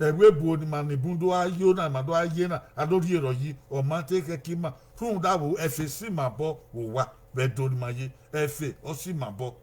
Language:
Bini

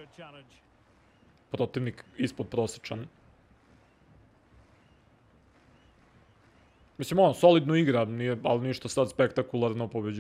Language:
Serbian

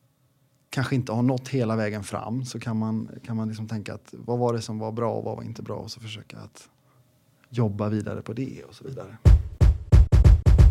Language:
Swedish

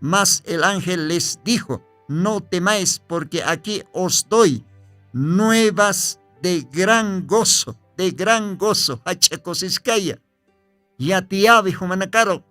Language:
Aymara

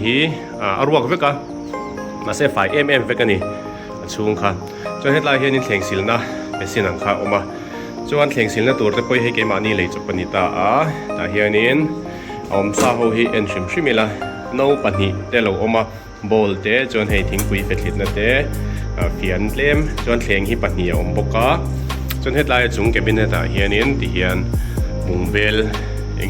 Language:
Mizo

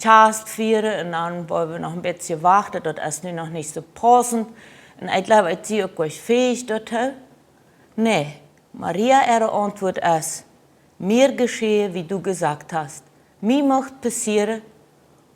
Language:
Plautdietsch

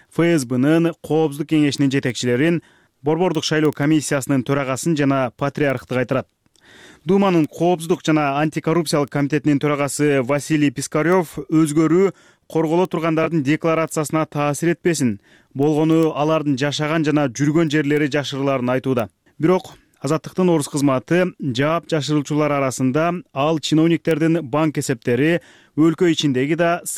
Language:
Kyrgyz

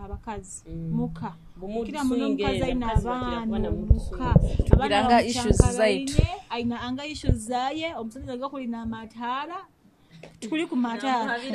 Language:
Nyoro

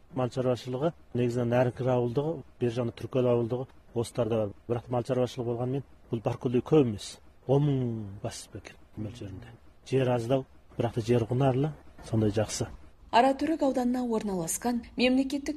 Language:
Kazakh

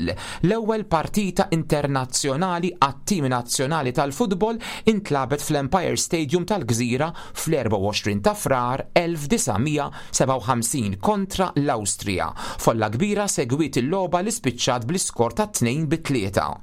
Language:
Maltese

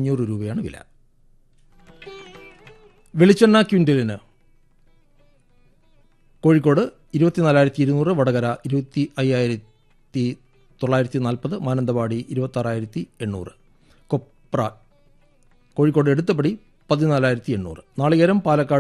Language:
Malayalam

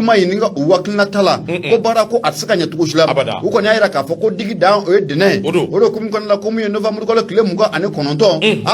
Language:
Bambara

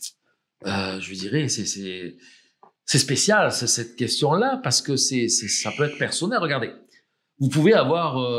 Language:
French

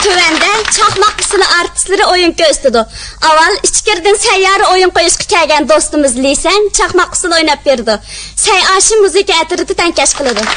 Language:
Uyghur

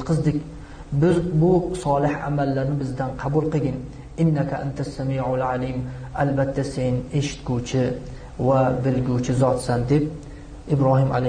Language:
Uzbek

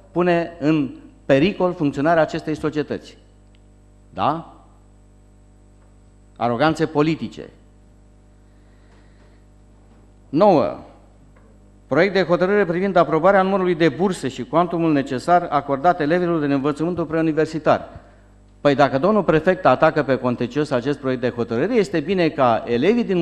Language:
Romanian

